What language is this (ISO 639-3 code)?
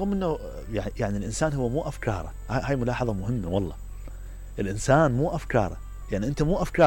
acm